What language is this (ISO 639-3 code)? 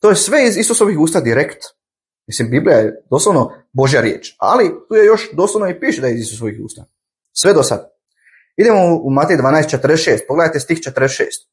bos